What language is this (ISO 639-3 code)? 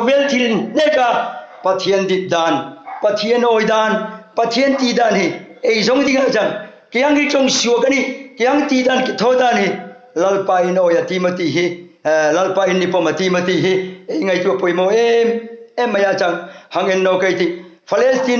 hmr